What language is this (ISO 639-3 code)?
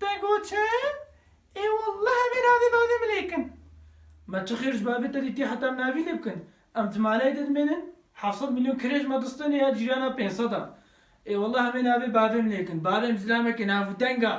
kur